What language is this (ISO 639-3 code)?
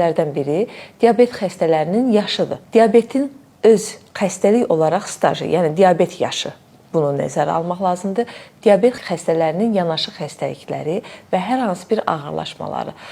aze